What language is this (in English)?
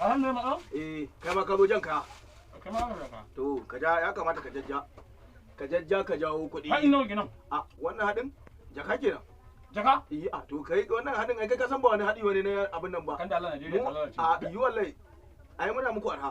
Hausa